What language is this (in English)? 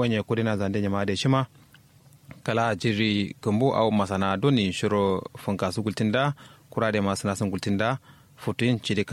Kanuri